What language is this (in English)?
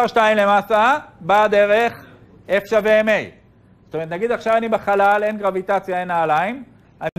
Hebrew